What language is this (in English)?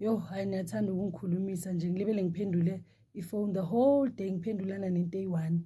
Zulu